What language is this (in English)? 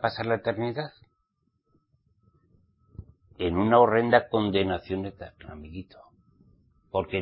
Spanish